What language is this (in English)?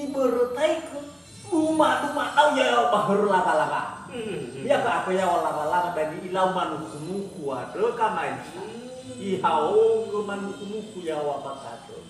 Nias